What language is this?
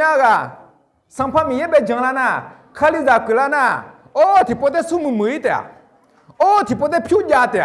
Akha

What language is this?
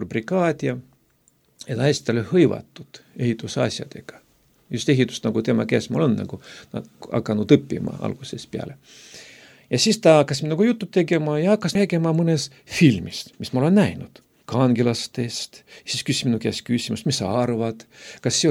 Estonian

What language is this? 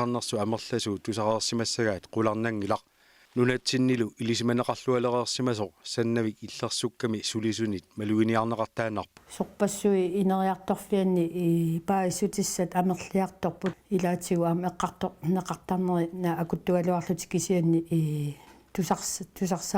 Kalaallisut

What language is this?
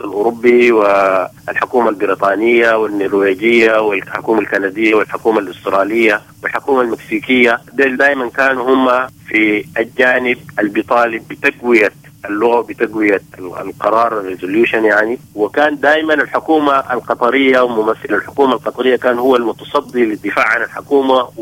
Sudanese Arabic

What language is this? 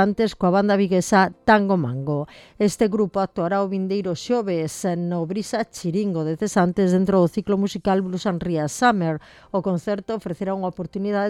Galician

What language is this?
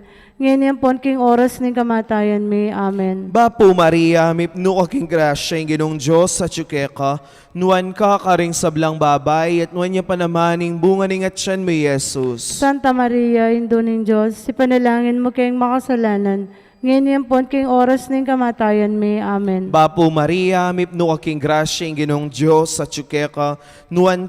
Pampanga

